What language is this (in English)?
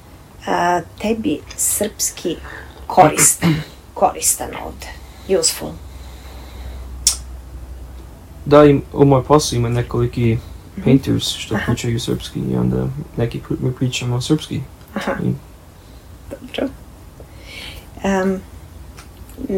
Serbian